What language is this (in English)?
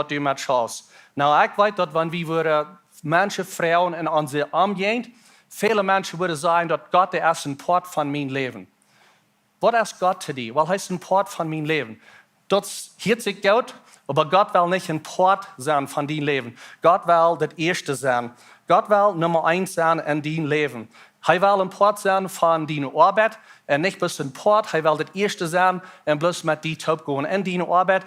Plautdietsch